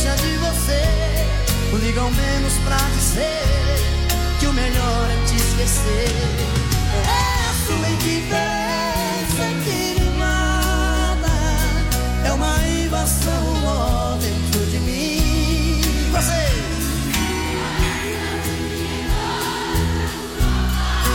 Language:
Portuguese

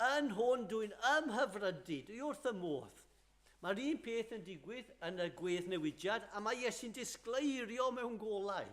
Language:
Welsh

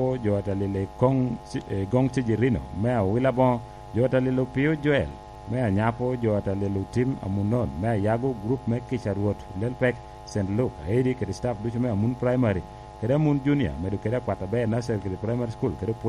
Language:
Lango (Uganda)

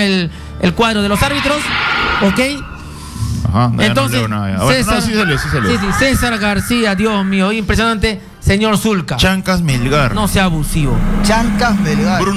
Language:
Spanish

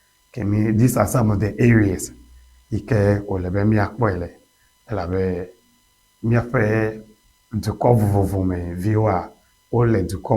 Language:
Ewe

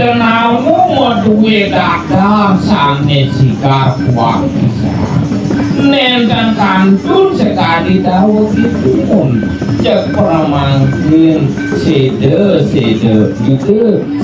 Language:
Balinese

